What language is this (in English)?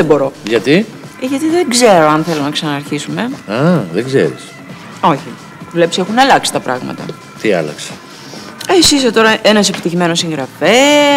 Greek